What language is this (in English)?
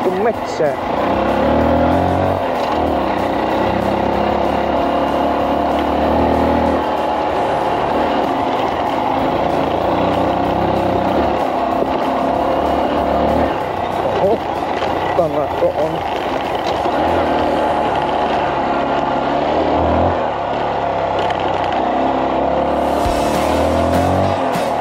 Finnish